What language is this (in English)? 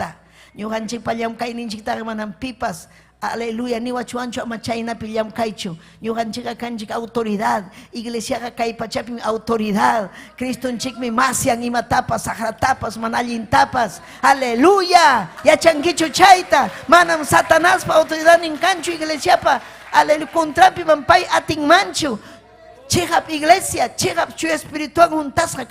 Ayacucho Quechua